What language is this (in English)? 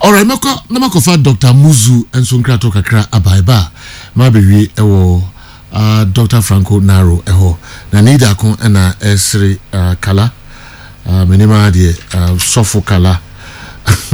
Akan